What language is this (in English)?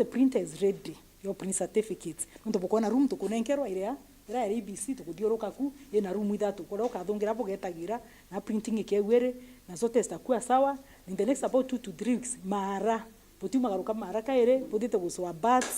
Meru